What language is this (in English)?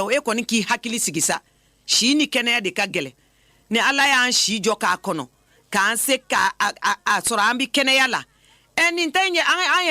Bambara